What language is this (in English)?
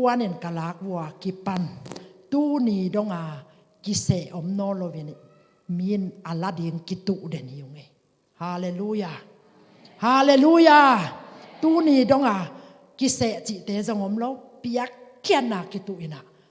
Tedim Chin